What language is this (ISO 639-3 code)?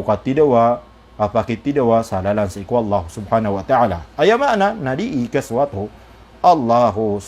mrw